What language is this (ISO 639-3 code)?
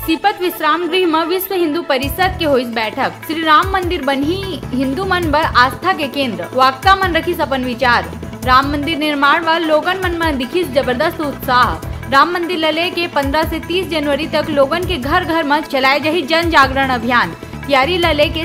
hne